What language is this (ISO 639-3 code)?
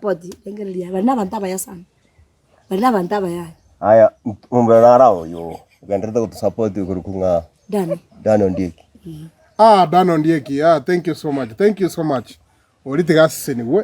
guz